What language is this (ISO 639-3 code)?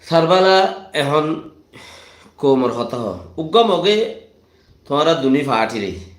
rhg